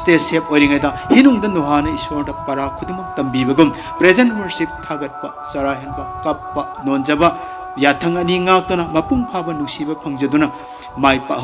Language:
Manipuri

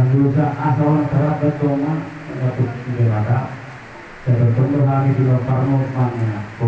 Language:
Batak Toba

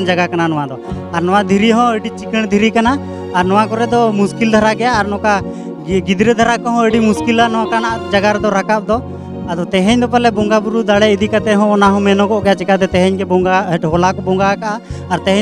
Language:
Santali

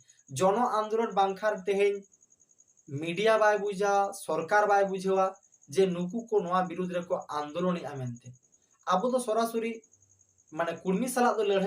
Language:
Santali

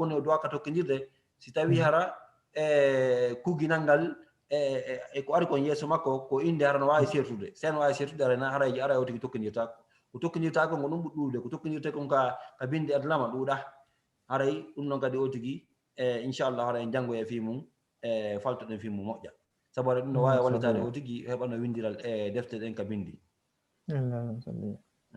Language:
Fula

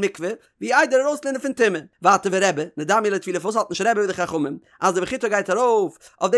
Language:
Yiddish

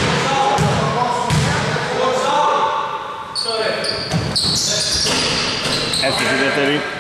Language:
Greek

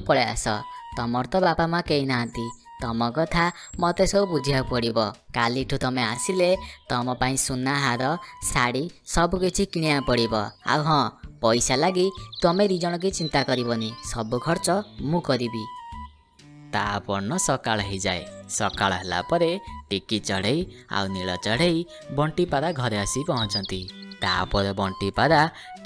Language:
Odia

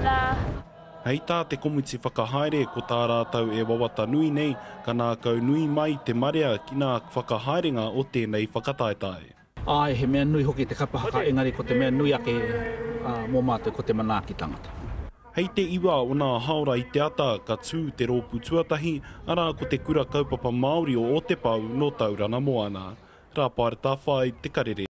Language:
Māori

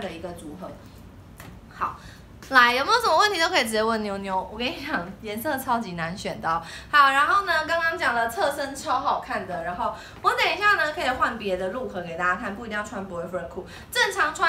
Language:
Chinese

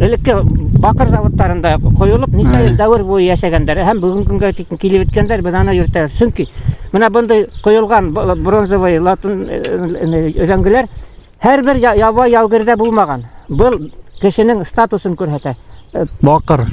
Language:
Bashkir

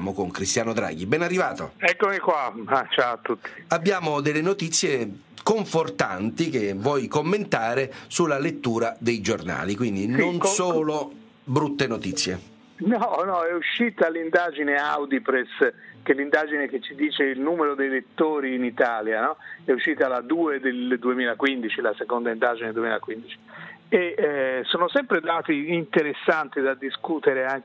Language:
Italian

